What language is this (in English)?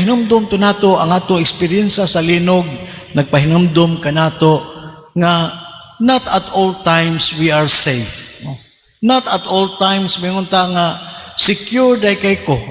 Cebuano